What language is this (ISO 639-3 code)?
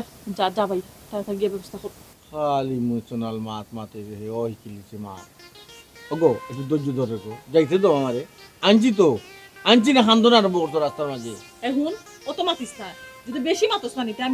syl